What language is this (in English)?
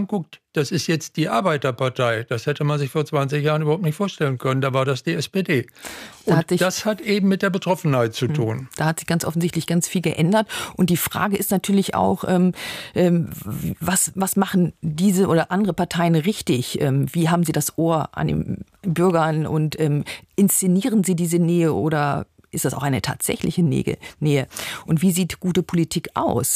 German